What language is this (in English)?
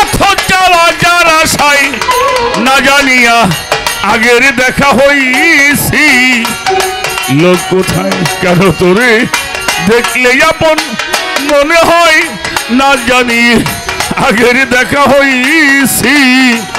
Bangla